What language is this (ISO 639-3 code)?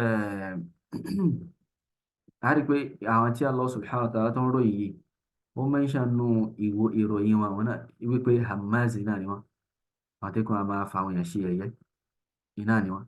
yor